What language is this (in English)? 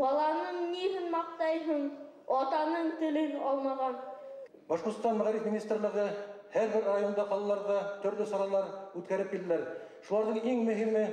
Bashkir